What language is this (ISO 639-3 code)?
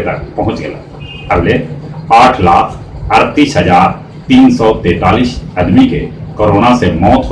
mag